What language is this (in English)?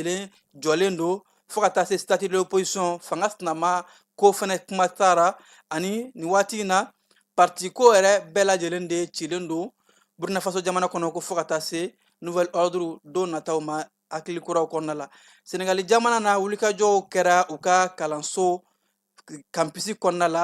Bambara